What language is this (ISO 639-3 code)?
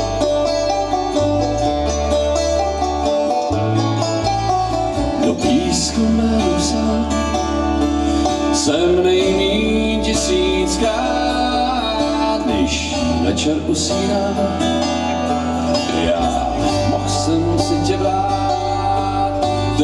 ces